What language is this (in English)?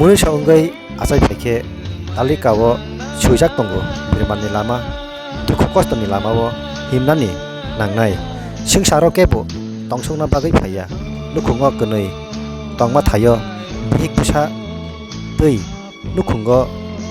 Kok Borok